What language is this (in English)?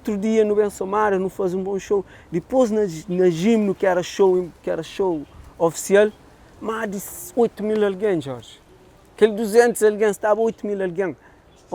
Kabuverdianu